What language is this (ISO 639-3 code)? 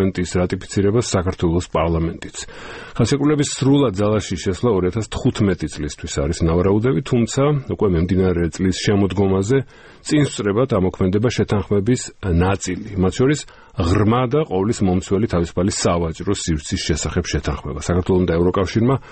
kat